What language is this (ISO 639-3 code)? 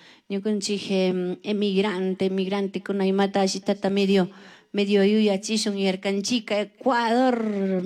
qug